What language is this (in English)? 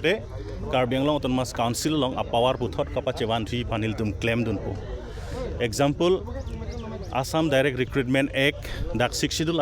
Karbi